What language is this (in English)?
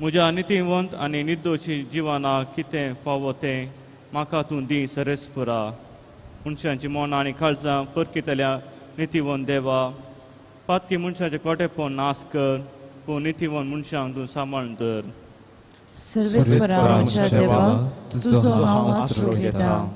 Konkani